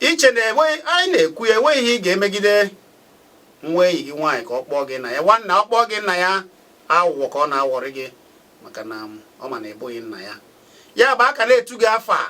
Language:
Igbo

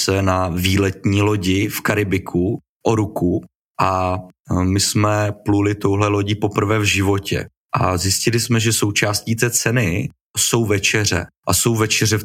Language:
Czech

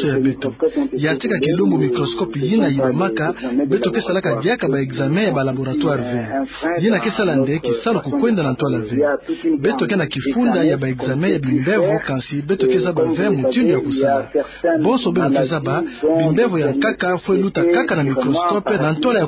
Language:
Kituba (Democratic Republic of Congo)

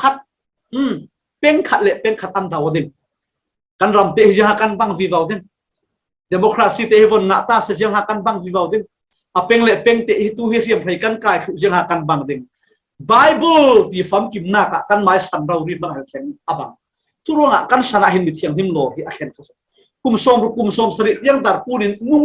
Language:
Falam Chin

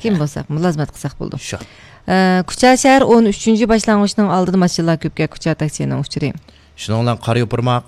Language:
Uyghur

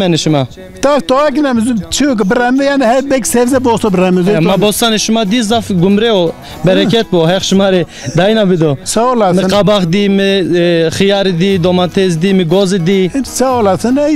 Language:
Zaza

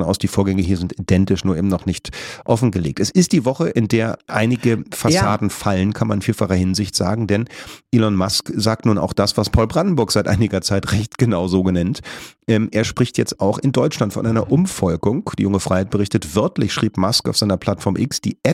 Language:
German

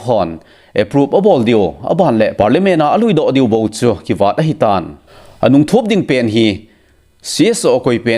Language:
Thado Chin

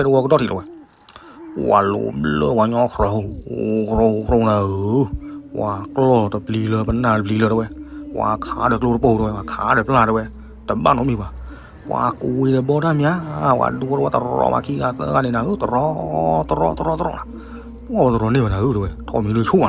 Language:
S'gaw Karen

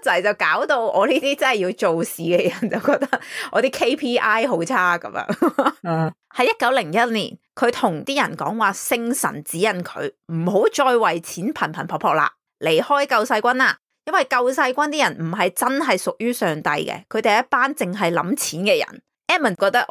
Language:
Cantonese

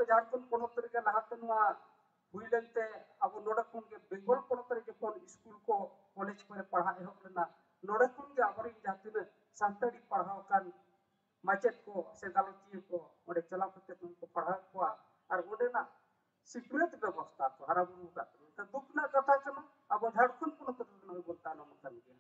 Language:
Santali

